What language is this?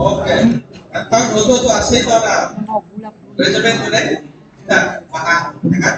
Tetum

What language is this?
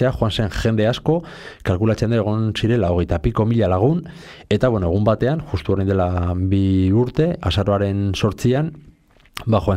Basque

